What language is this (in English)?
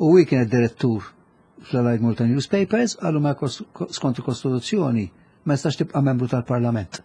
Maltese